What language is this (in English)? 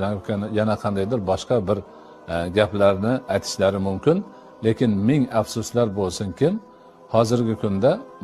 Uzbek